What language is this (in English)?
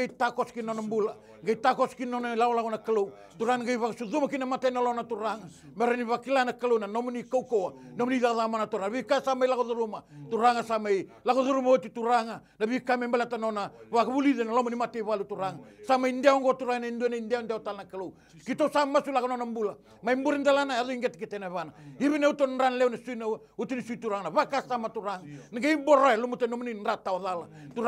Fijian